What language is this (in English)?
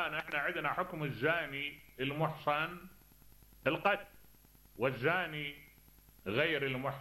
Mesopotamian Arabic